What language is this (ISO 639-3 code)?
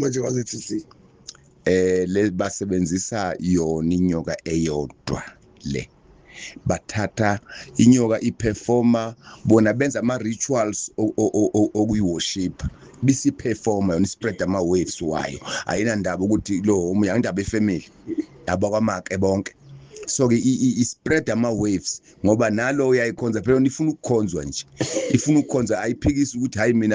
zul